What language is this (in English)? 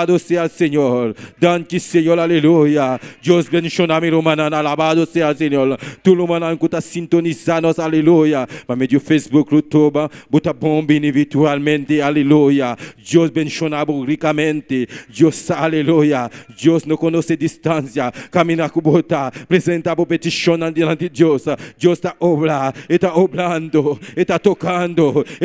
Papiamento